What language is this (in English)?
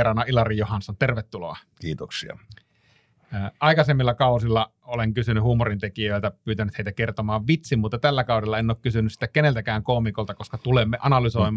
Finnish